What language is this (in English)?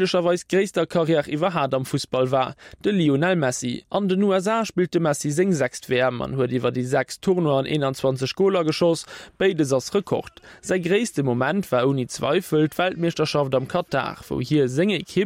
Luxembourgish